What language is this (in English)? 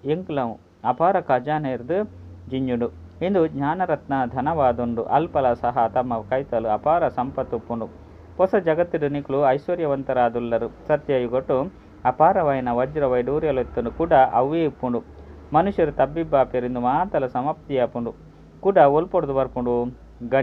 Tulu